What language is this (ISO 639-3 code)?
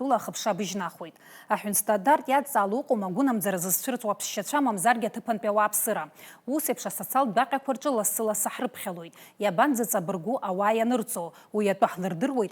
abk